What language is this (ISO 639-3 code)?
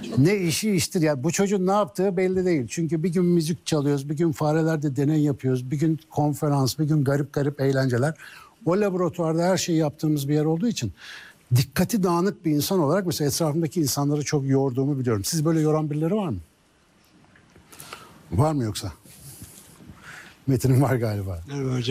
tur